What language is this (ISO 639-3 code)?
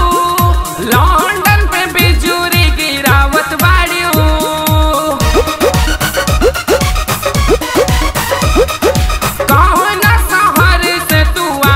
bho